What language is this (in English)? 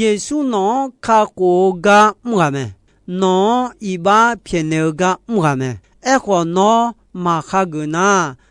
Akha